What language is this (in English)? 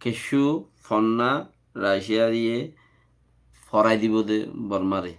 Rohingya